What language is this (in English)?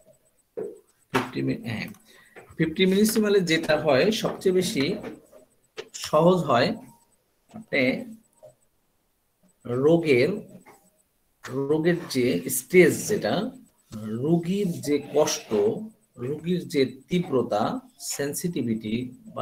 Bangla